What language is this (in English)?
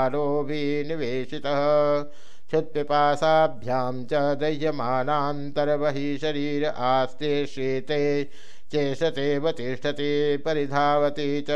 Sanskrit